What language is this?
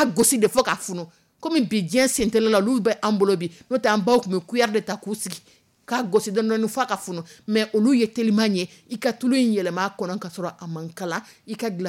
Dyula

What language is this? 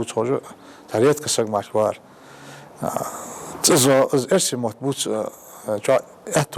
Ingush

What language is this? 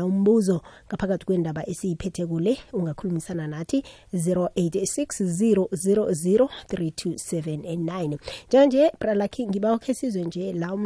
South Ndebele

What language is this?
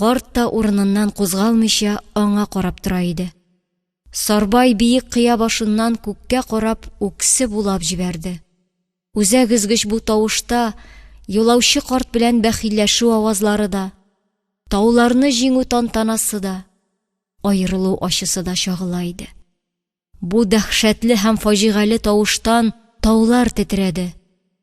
Tatar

